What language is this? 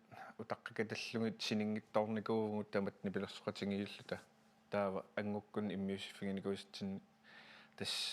Kalaallisut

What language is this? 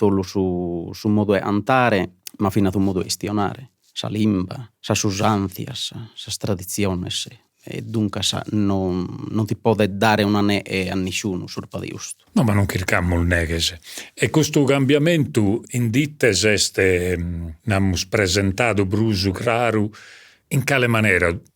Sardinian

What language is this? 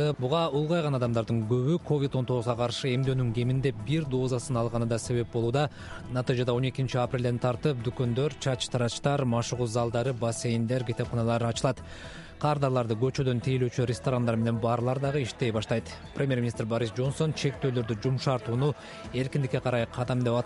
Kyrgyz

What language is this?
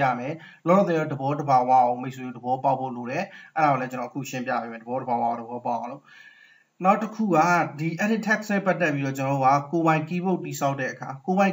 Burmese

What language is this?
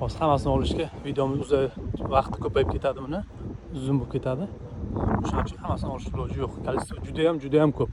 Uzbek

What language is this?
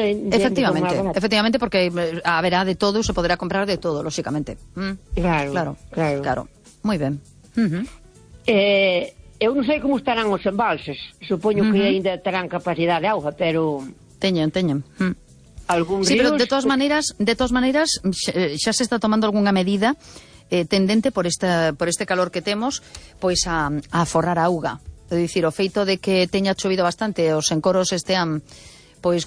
Galician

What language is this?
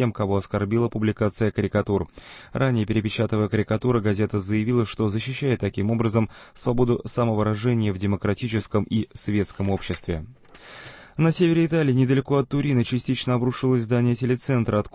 Russian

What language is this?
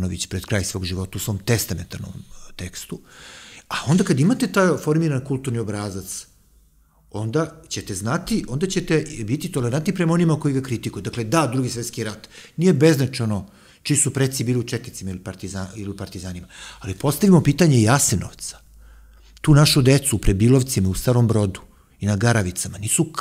Serbian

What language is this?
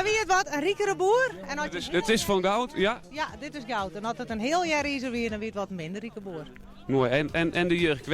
Western Frisian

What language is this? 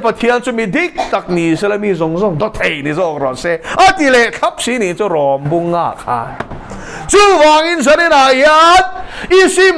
Mizo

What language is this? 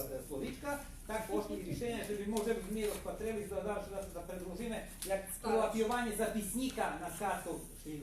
Rusyn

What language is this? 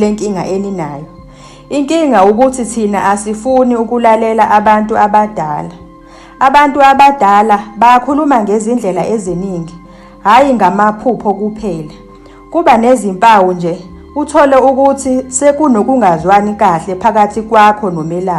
Zulu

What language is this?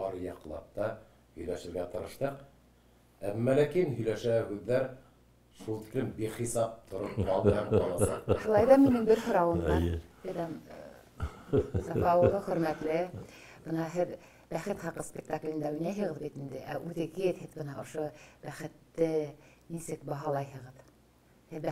Bashkir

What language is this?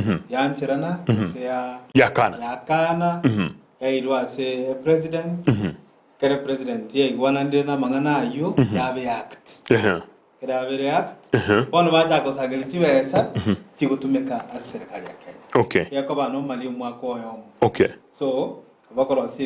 Gusii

